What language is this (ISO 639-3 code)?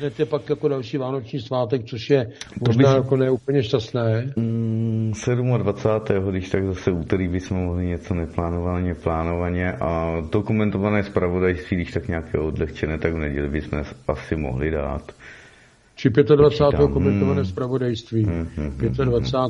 ces